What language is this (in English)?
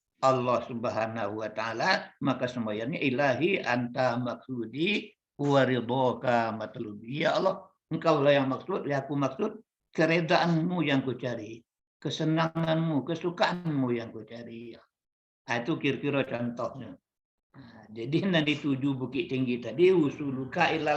Minangkabau